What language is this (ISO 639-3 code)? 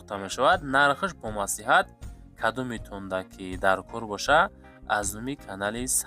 tgk